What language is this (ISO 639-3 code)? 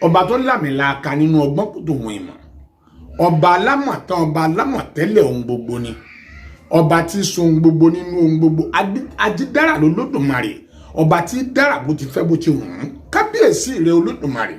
yor